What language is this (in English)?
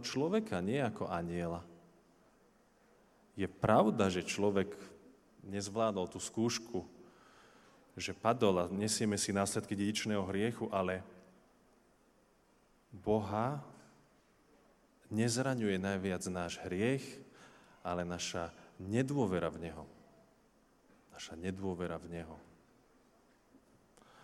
Slovak